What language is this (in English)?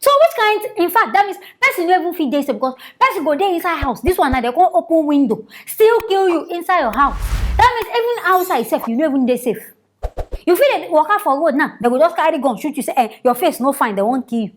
Nigerian Pidgin